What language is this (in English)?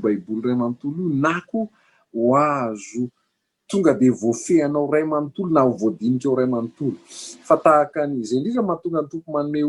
Malagasy